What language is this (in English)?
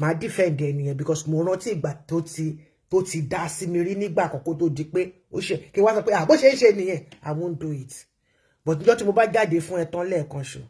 Yoruba